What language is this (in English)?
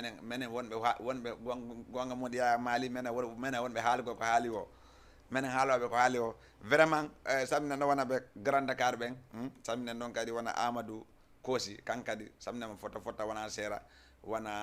Fula